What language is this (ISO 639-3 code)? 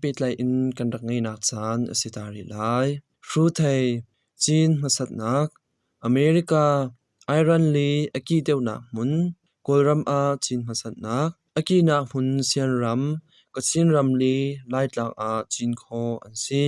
cnh